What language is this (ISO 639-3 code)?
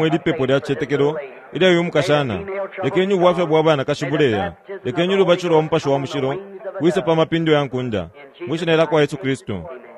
bem